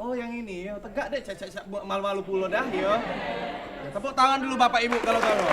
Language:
Musi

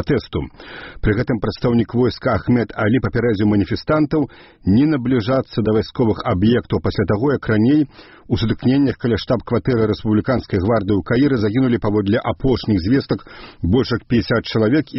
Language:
Belarusian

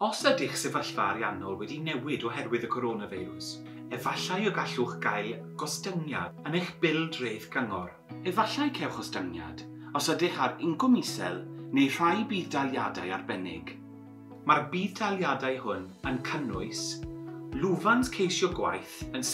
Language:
Welsh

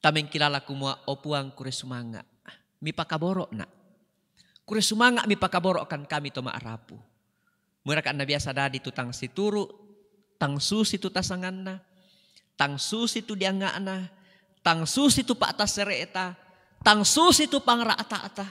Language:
Toraja-Sa'dan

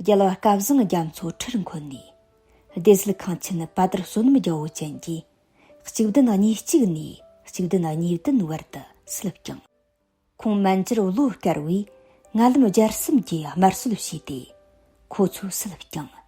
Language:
Tibetan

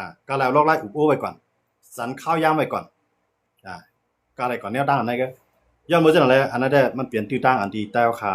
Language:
Shan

